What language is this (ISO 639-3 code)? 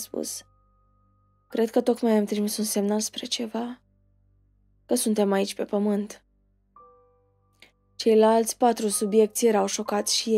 ron